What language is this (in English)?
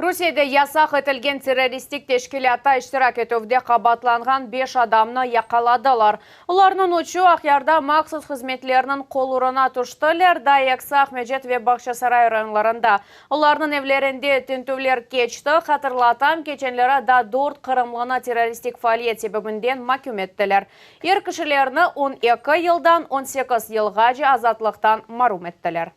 Crimean Tatar